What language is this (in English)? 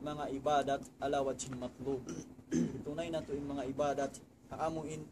Tausug